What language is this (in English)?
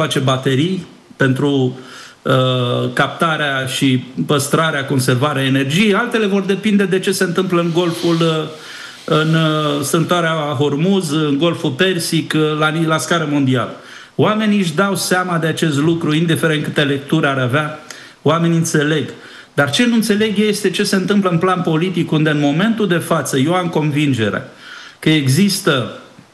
Romanian